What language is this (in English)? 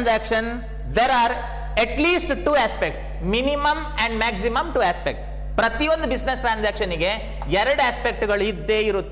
Kannada